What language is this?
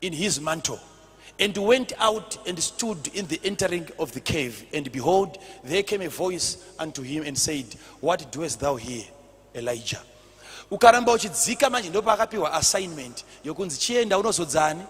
Shona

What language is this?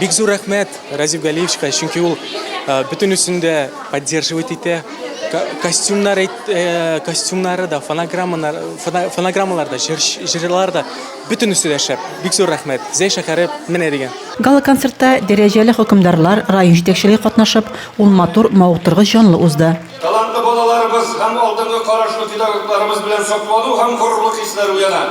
Tatar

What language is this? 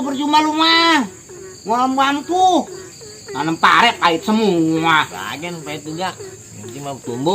Betawi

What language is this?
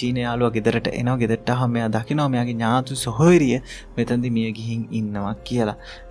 Sinhala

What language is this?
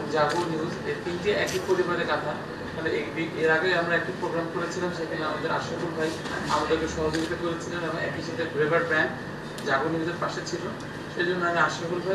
Bangla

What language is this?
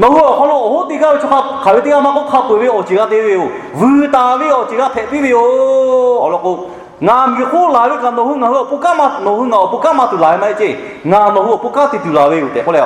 Lahu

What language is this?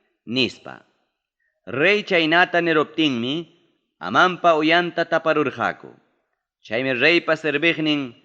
Ayacucho Quechua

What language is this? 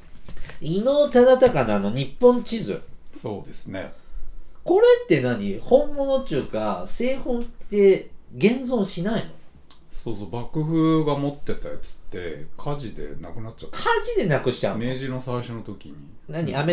Japanese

